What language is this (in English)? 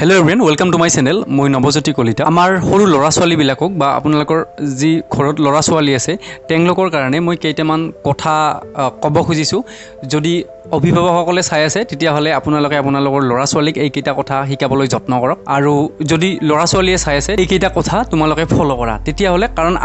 Assamese